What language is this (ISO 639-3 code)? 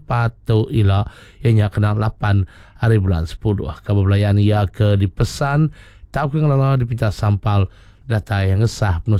iba